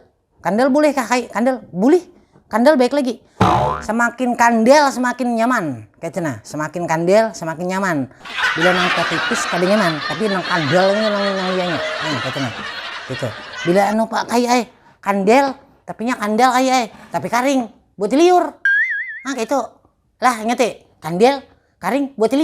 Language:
Banjar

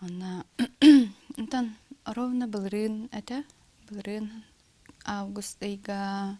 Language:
Yakut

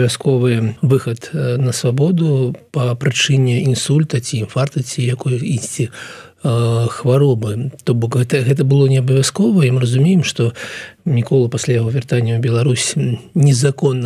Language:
Belarusian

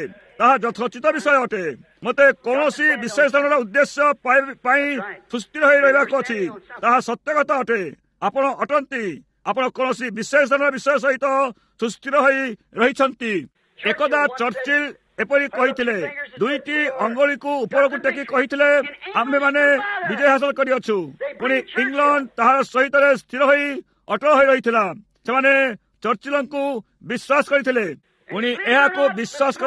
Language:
Odia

